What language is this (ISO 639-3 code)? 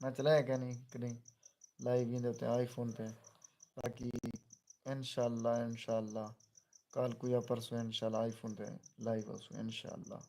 skr